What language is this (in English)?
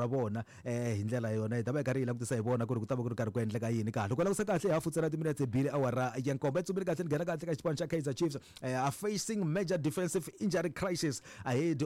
Tsonga